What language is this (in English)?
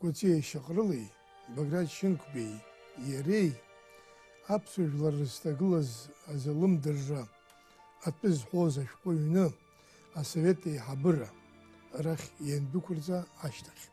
Abkhazian